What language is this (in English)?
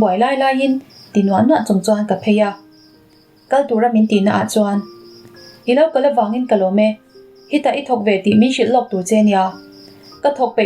Mizo